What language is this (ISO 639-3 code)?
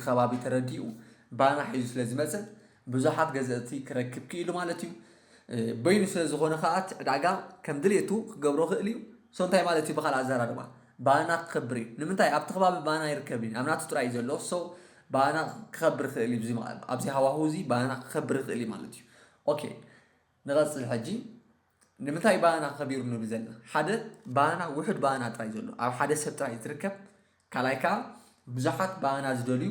tir